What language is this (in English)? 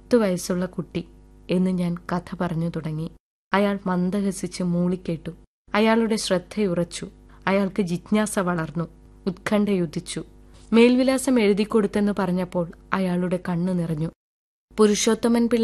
Malayalam